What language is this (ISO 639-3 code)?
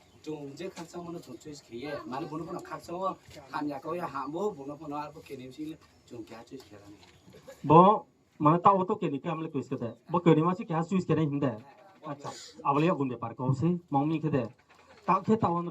ria